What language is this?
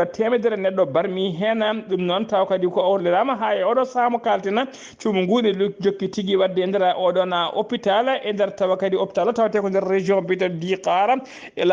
Fula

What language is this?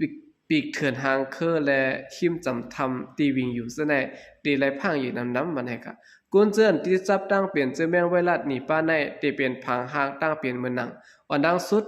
Shan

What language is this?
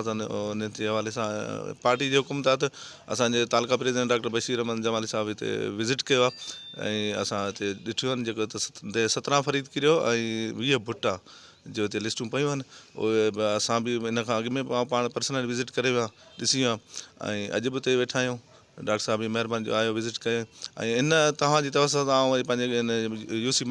Sindhi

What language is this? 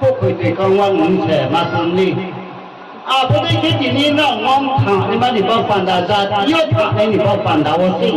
Riang (India)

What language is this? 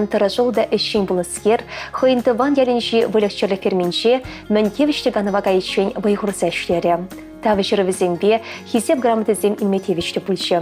Chuvash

